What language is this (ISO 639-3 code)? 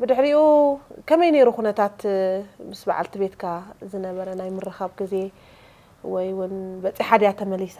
tir